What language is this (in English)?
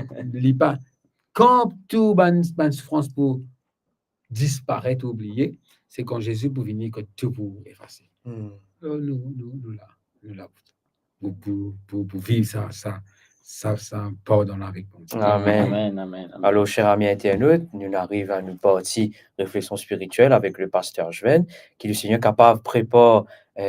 Morisyen